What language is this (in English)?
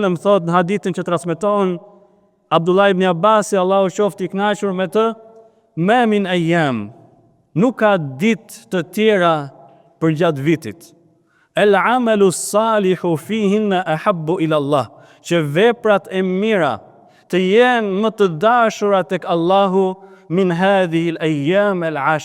Albanian